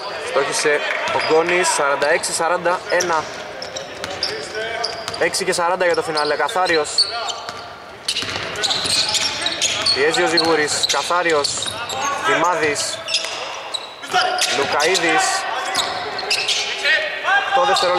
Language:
Greek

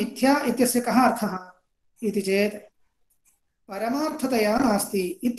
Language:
Sanskrit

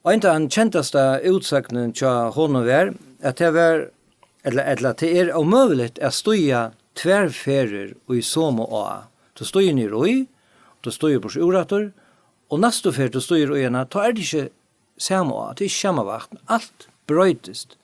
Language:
Faroese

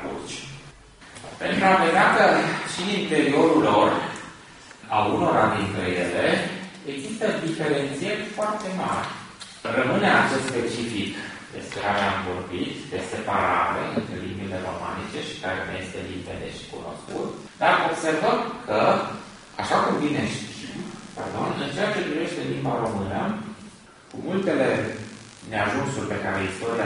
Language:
Romanian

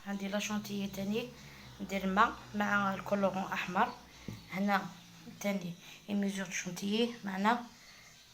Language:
Algerian Arabic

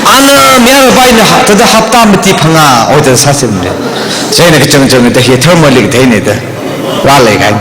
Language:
Tangkhul Naga (India)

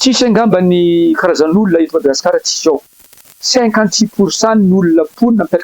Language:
Malagasy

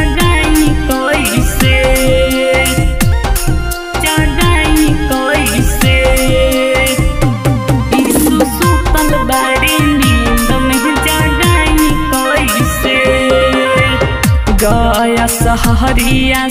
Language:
Bhojpuri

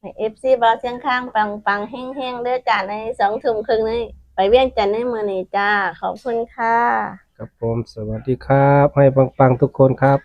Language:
Northeastern Thai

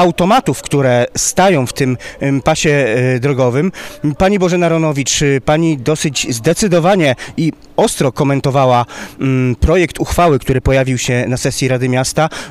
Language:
Polish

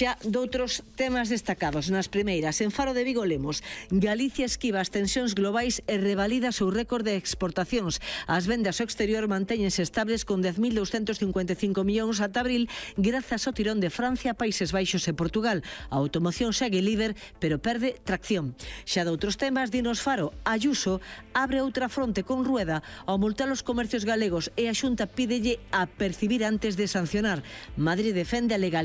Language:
Galician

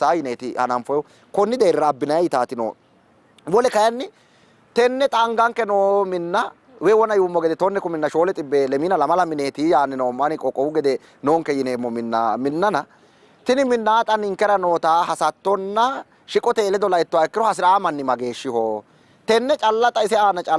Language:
Sidamo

